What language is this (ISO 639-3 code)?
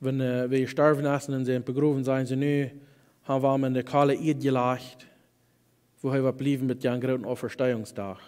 pdt